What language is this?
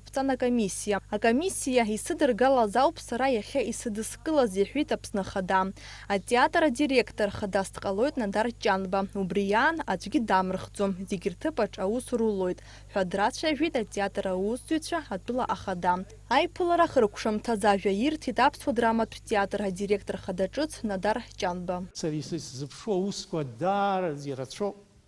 Abkhazian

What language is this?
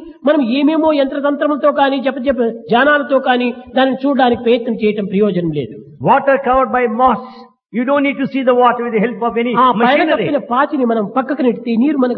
Telugu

